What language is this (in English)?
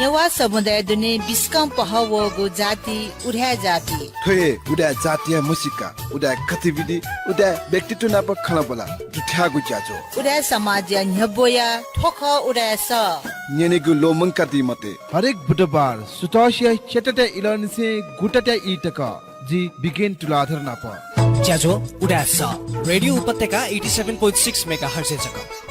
Newari